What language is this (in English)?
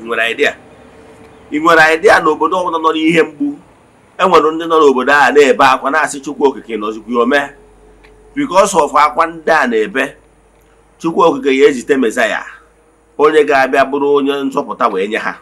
Igbo